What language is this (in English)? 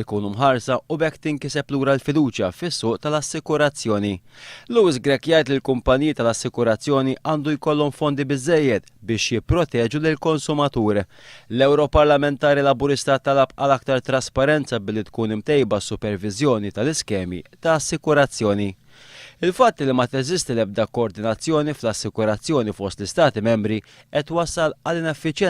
Maltese